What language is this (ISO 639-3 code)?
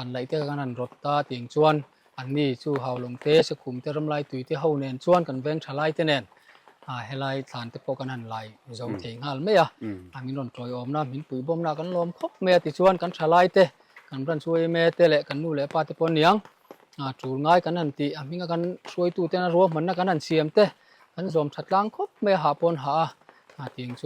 lus